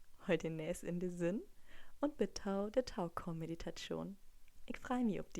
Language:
Low German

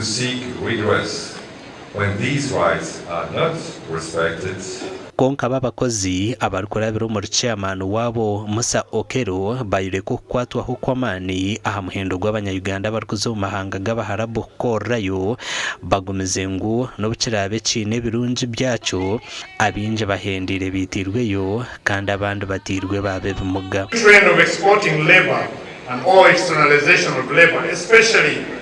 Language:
Nyankole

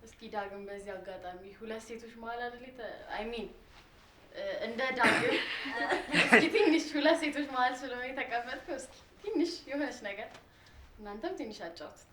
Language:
Amharic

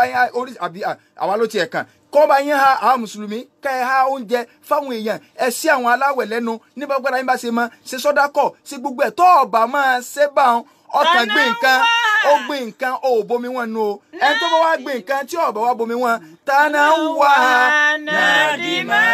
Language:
Yoruba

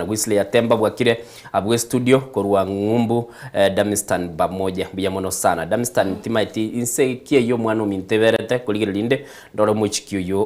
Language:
Gusii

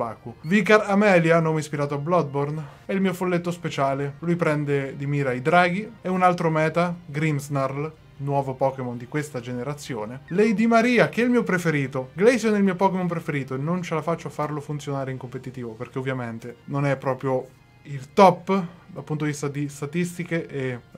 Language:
Italian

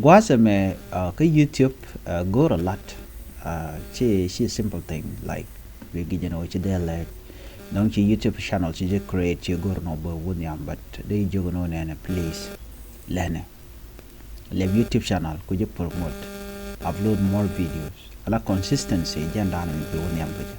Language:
Nuer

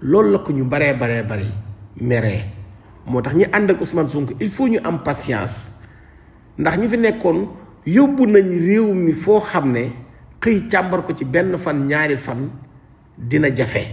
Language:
Wolof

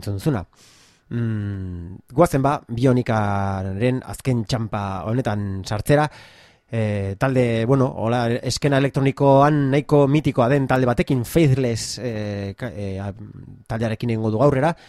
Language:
Basque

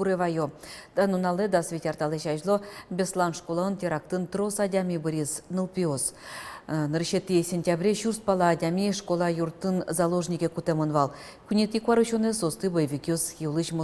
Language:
Udmurt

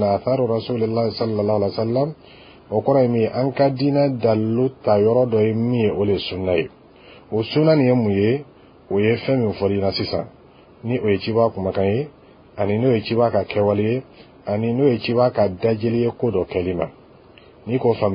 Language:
Dyula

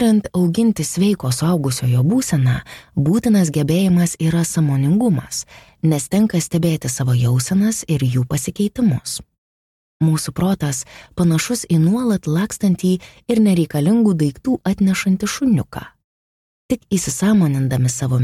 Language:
Lithuanian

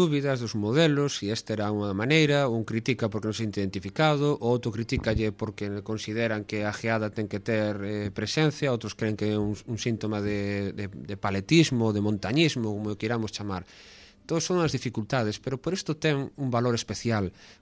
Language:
Galician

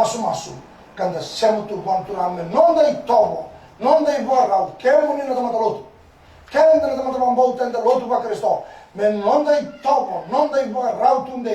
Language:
Fijian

